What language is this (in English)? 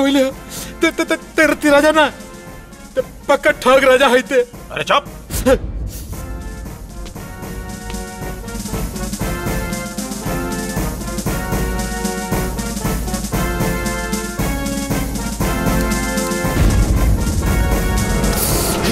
Bhojpuri